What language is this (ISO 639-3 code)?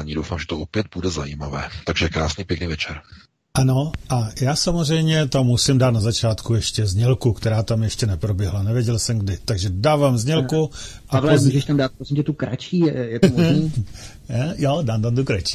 ces